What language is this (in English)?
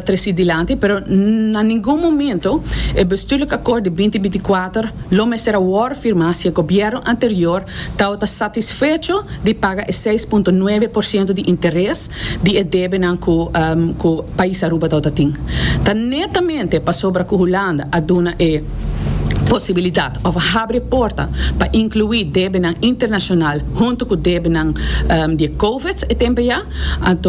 Papiamento